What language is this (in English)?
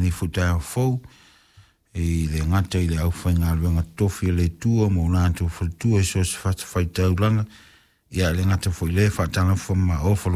Samoan